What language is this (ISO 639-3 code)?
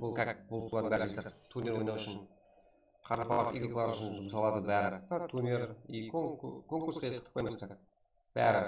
kaa